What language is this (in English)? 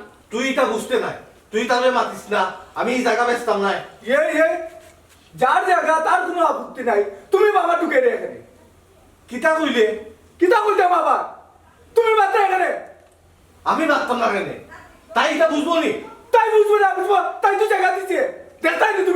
Sylheti